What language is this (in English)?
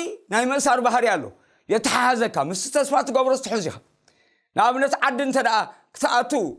Tigrinya